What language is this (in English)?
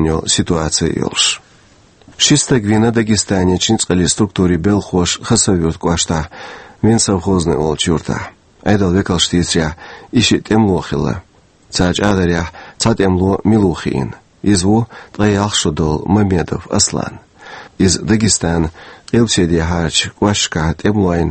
Chechen